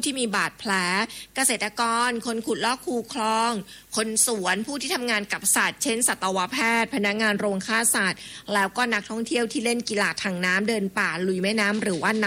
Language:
Thai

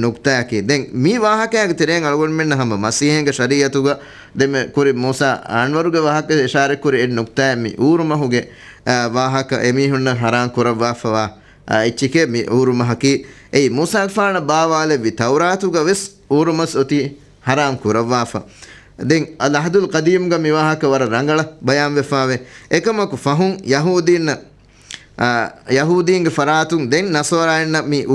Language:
Divehi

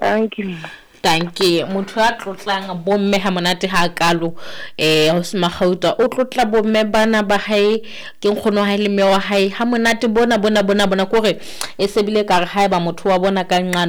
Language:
Southern Sotho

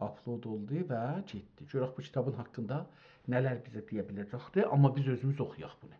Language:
South Azerbaijani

